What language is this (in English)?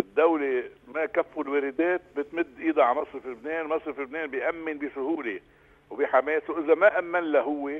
North Levantine Arabic